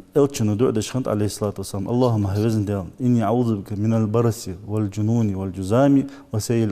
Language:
Ingush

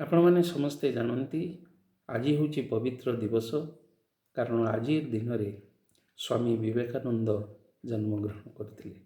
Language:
Odia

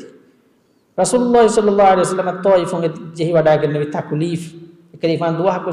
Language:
Divehi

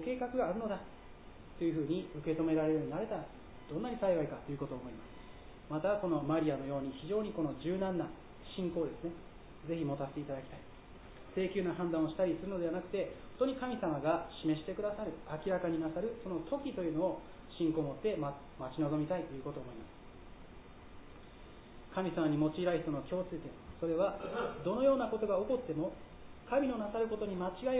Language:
Japanese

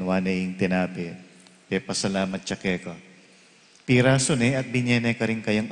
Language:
Pampanga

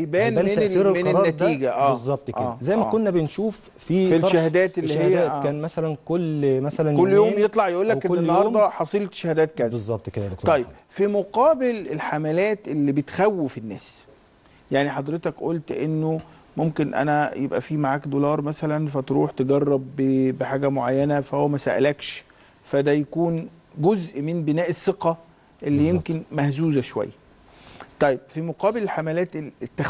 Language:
Egyptian Arabic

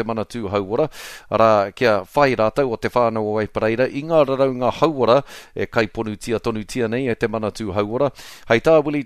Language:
Māori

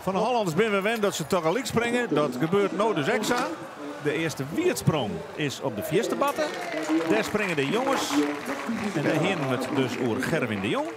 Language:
Western Frisian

